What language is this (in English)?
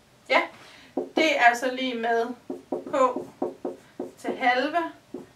Danish